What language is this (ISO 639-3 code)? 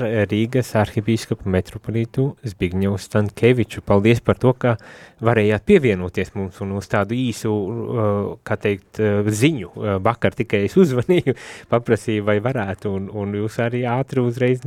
lav